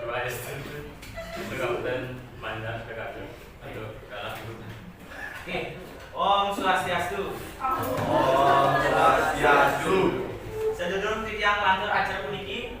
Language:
Balinese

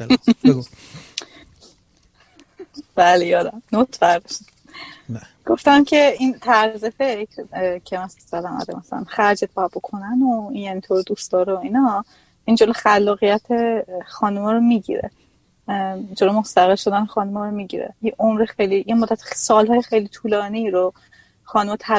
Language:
Persian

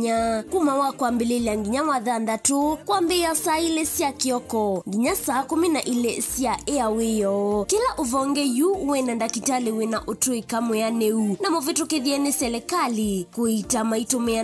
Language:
Kamba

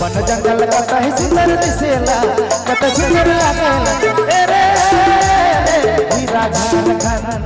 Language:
Sadri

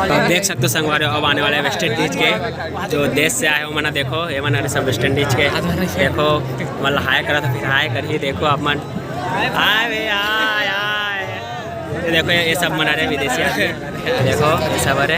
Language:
Chhattisgarhi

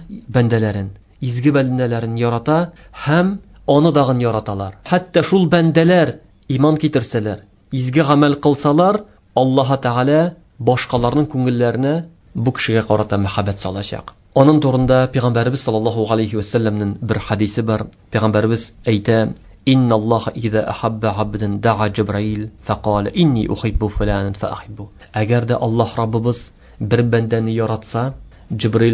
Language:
Tatar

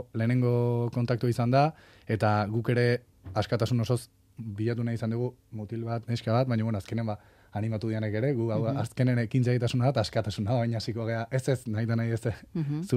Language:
Basque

